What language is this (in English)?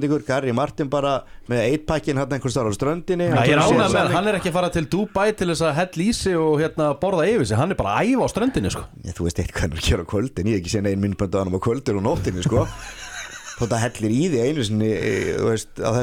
Icelandic